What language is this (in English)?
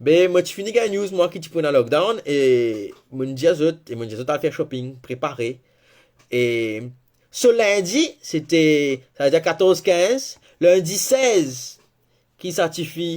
Morisyen